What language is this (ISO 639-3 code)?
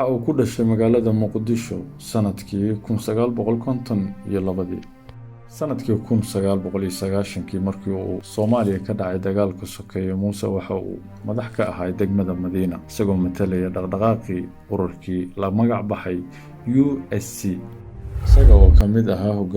som